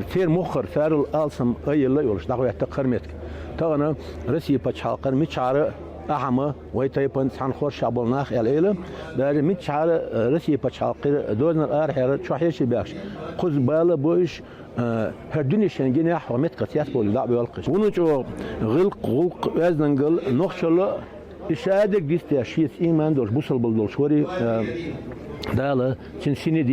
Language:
Chechen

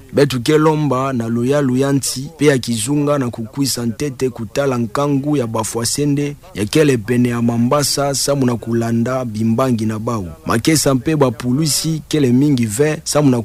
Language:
Kituba (Democratic Republic of Congo)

